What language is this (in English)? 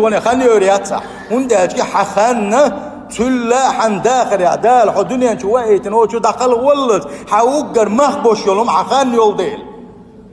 Chechen